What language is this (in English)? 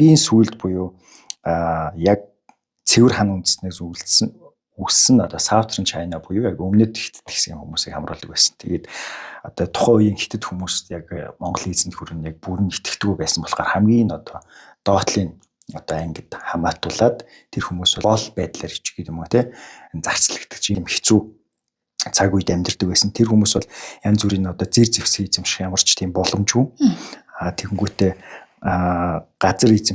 Mongolian